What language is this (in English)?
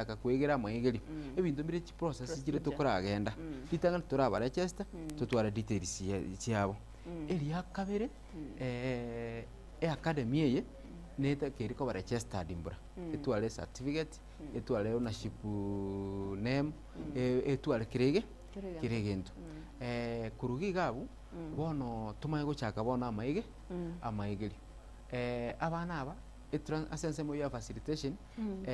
Gusii